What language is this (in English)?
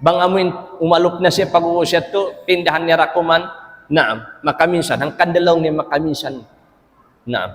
Tausug